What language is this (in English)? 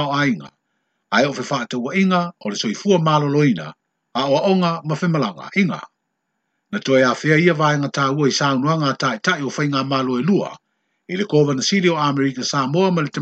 Samoan